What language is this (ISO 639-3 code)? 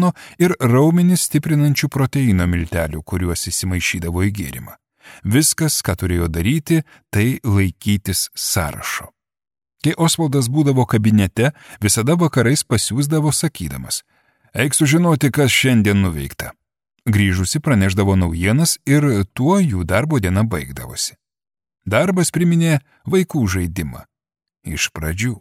lit